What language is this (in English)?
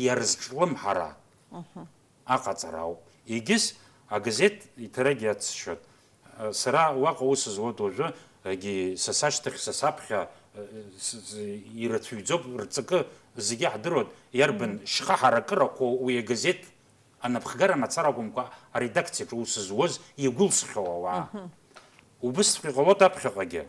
Abkhazian